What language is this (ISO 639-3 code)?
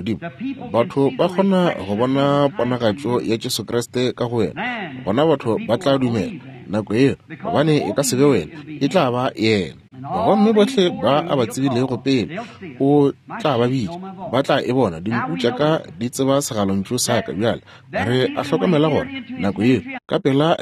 nso